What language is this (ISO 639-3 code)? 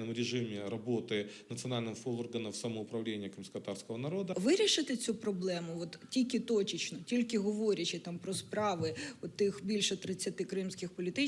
crh